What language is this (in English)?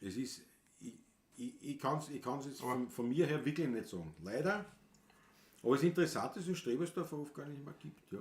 Bavarian